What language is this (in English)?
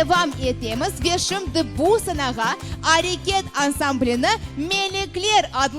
Crimean Tatar